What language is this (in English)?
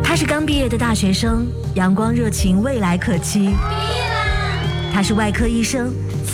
Chinese